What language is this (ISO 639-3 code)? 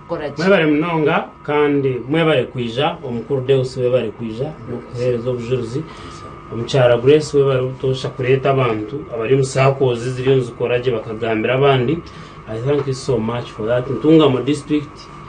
nyn